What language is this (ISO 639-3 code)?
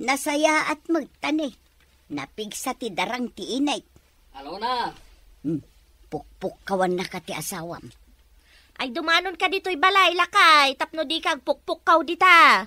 ilo